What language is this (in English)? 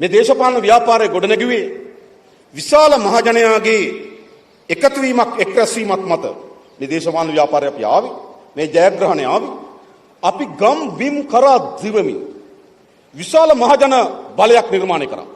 Sinhala